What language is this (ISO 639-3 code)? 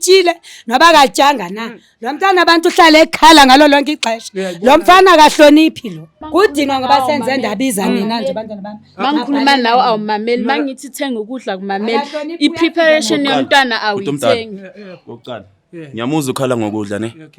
zul